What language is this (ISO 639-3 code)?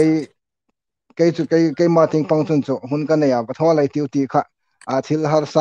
hmr